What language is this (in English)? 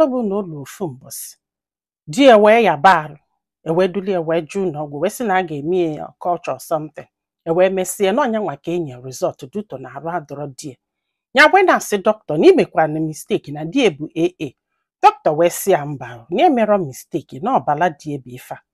Igbo